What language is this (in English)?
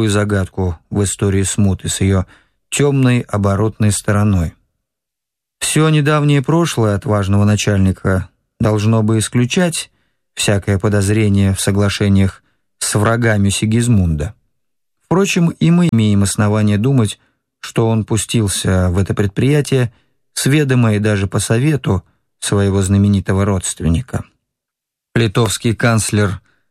Russian